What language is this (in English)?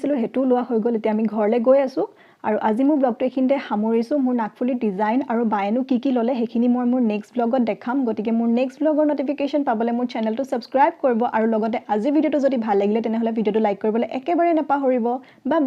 Assamese